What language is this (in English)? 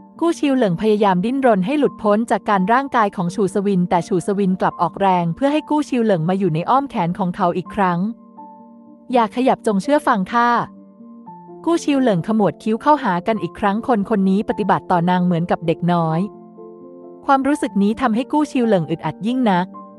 Thai